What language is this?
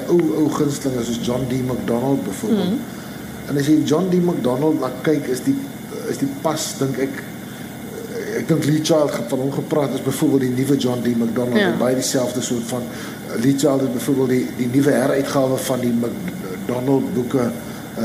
Afrikaans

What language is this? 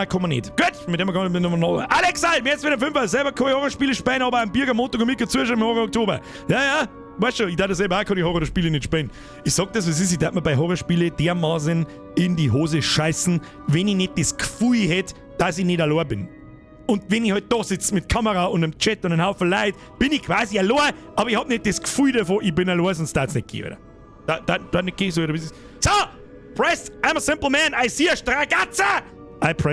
Bavarian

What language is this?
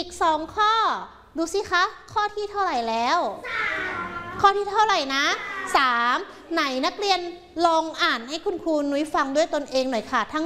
Thai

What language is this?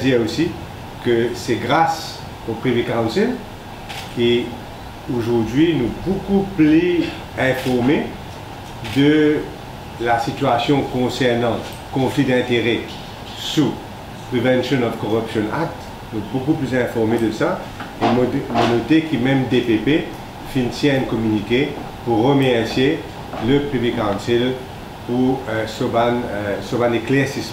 Morisyen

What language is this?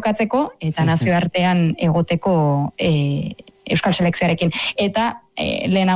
Basque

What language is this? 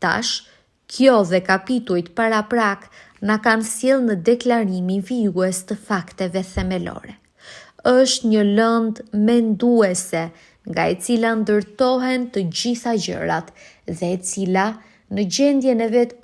Albanian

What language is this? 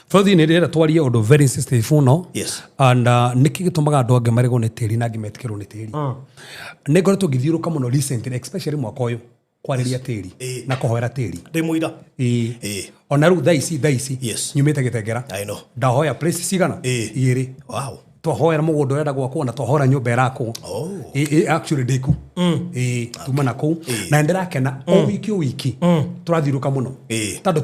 Kikuyu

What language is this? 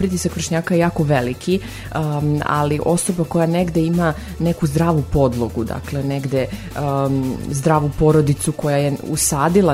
Serbian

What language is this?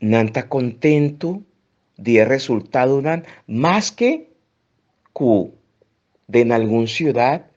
Papiamento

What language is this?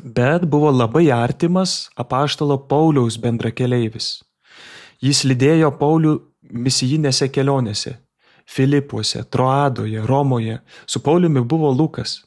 Lithuanian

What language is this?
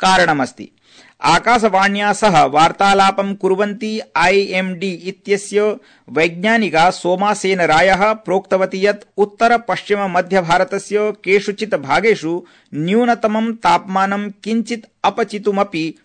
Sanskrit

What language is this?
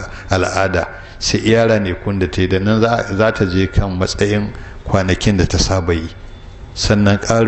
Hausa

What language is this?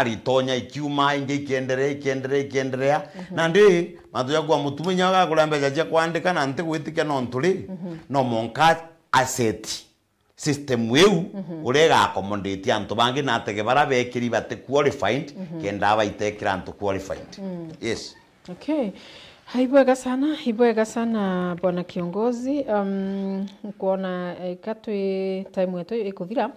Meru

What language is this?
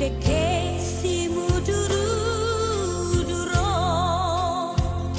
Batak Toba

